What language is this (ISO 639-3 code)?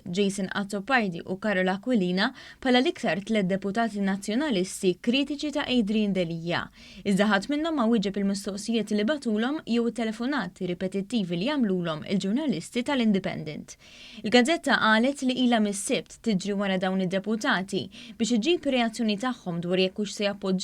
mlt